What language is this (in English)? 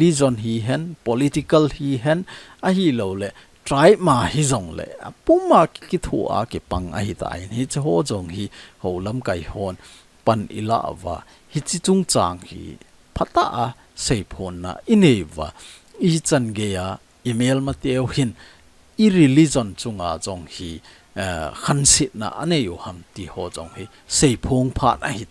Thado Chin